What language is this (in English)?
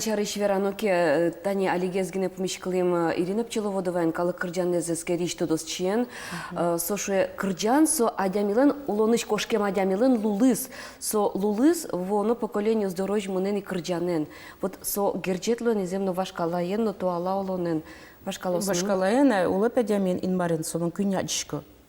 Udmurt